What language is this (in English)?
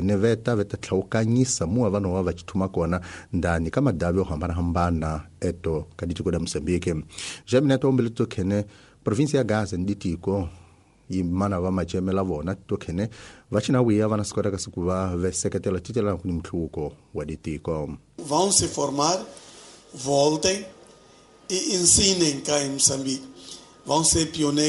Tsonga